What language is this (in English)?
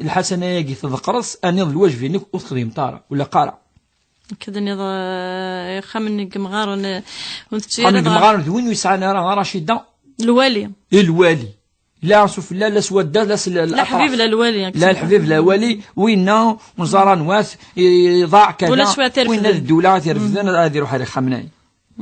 Kabyle